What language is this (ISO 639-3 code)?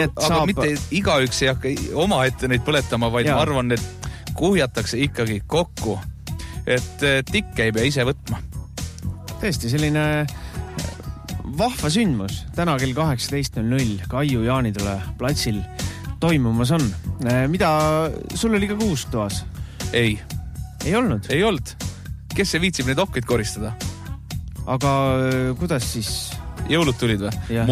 est